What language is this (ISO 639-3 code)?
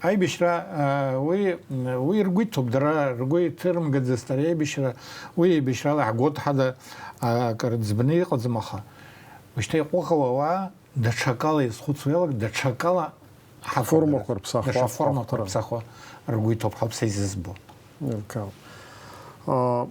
abk